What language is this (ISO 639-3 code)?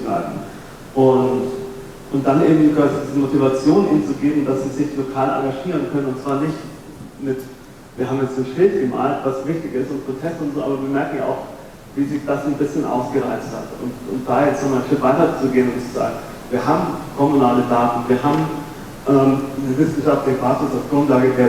deu